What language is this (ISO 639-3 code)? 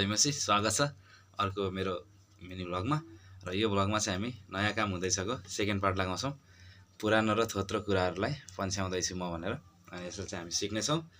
nep